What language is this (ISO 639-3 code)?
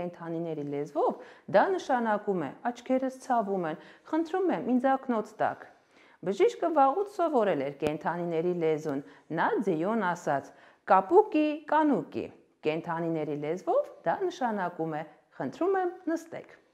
hye